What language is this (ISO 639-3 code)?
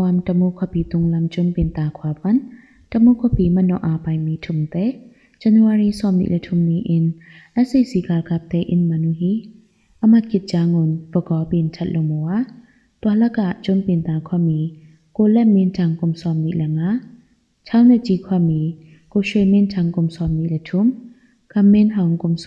ctd